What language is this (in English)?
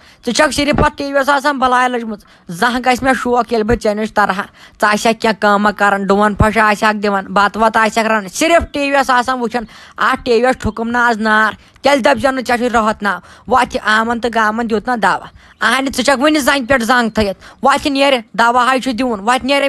Kashmiri